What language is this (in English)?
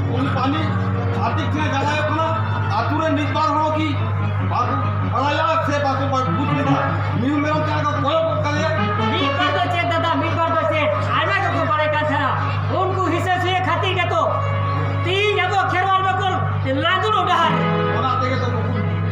Santali